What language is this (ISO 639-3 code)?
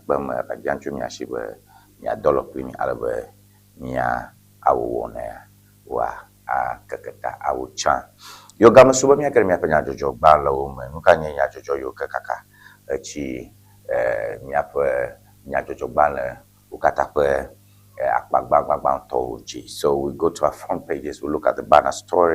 ewe